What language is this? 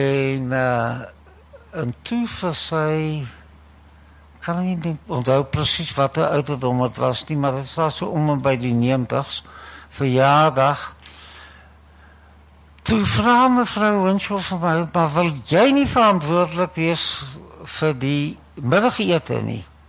Afrikaans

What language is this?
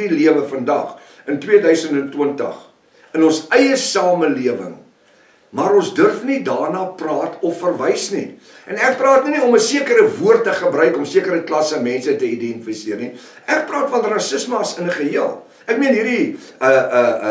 Afrikaans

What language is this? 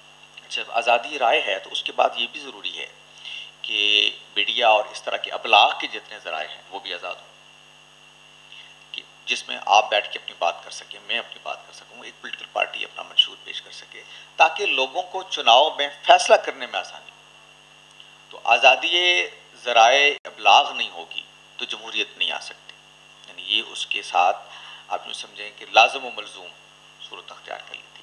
Urdu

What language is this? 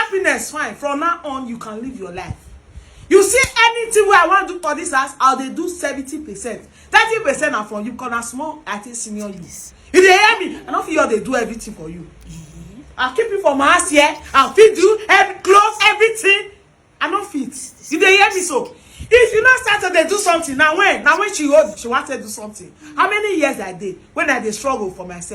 Nigerian Pidgin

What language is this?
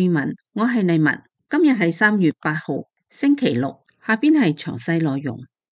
Cantonese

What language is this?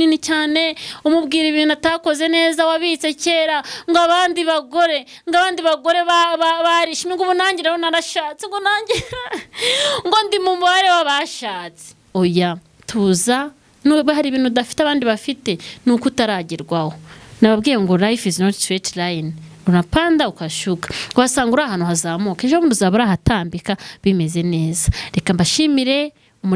Kinyarwanda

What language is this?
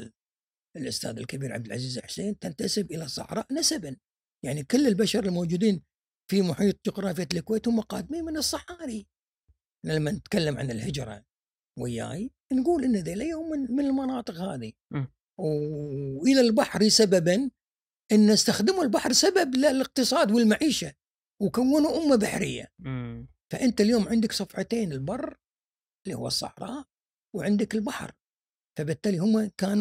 Gulf Arabic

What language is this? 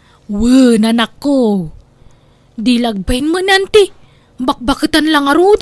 Iloko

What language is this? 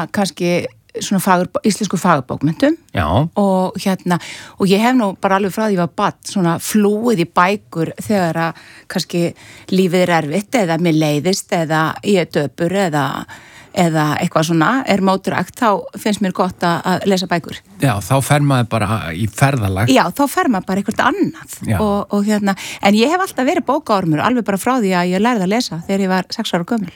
Icelandic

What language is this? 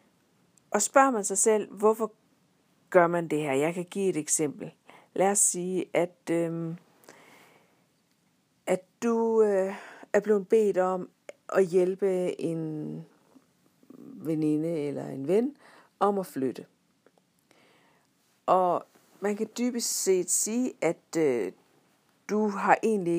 Danish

